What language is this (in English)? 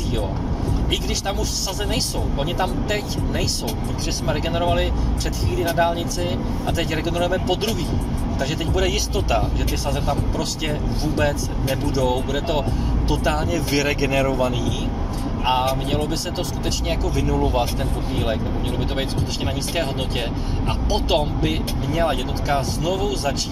Czech